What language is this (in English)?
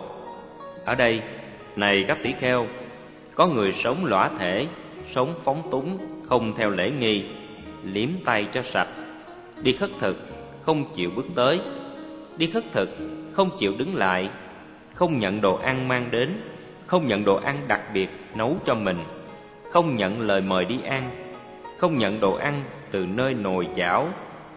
Vietnamese